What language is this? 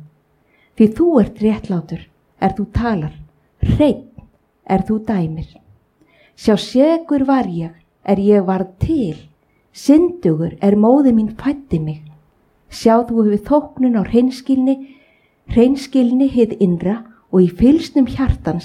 Icelandic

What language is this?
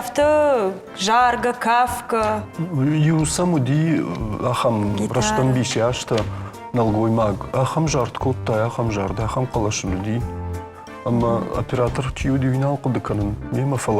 Ossetic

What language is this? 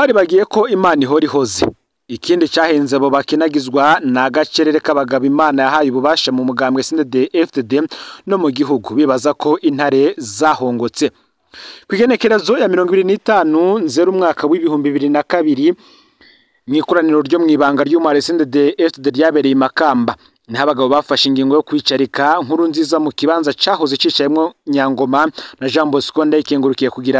Rundi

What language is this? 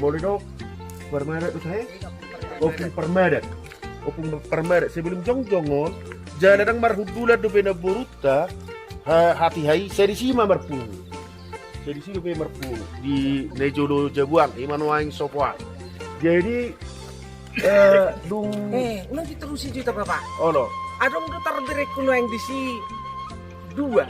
Batak Toba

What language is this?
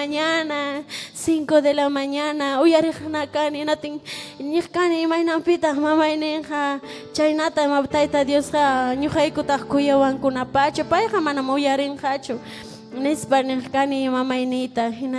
Ayacucho Quechua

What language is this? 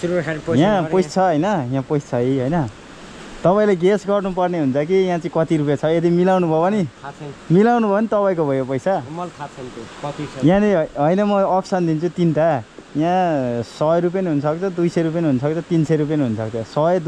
Nepali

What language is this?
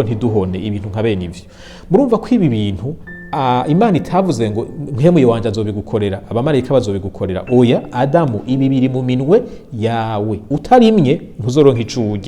Rundi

